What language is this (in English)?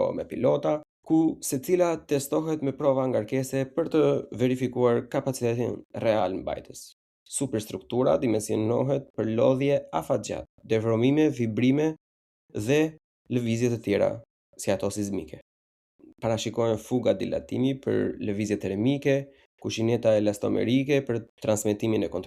Albanian